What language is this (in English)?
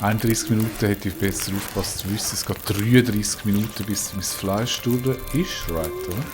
Swiss German